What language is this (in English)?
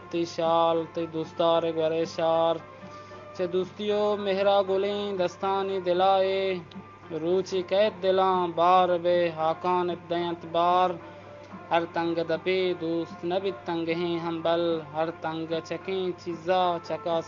Eastern Balochi